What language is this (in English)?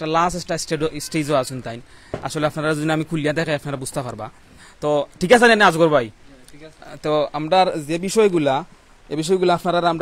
Sylheti